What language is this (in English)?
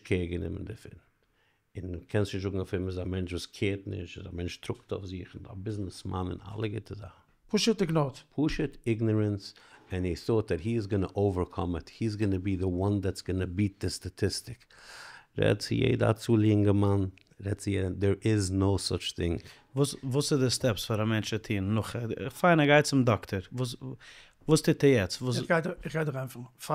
Yiddish